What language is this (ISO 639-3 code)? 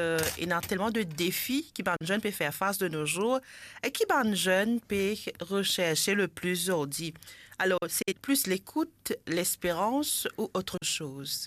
mfe